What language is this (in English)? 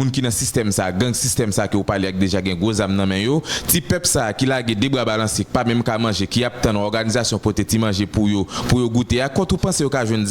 Haitian Creole